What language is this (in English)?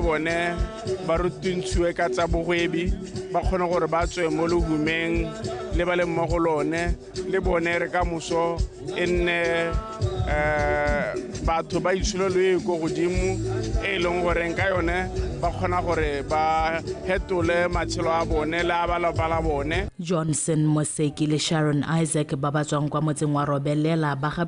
Tswana